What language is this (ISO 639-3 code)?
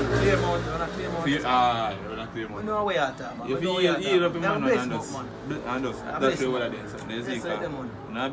jam